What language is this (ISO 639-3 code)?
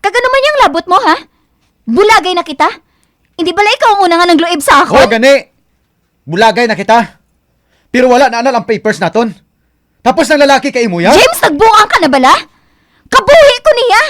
hil